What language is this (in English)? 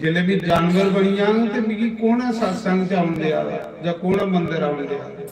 Dogri